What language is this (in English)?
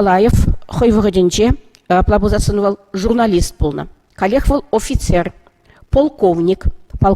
Chuvash